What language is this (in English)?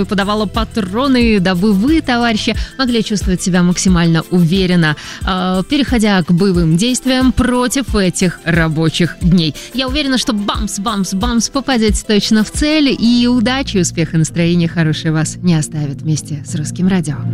Russian